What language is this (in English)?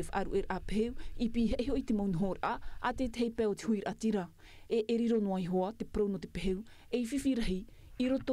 Tahitian